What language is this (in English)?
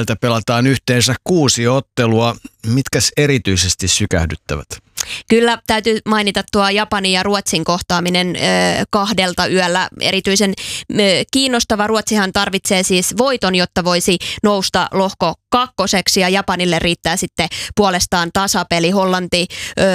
Finnish